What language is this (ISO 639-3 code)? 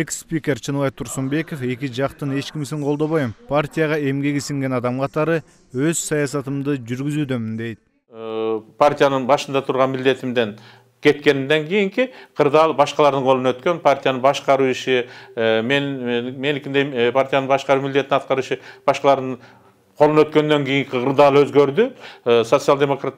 kir